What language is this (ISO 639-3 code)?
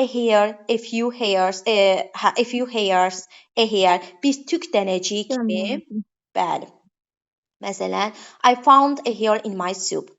aze